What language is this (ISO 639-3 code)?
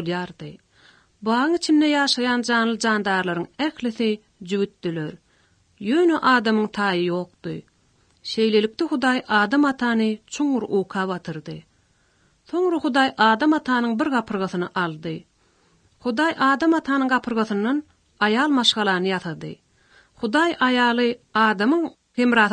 kir